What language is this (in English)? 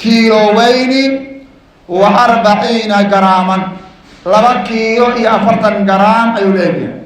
Somali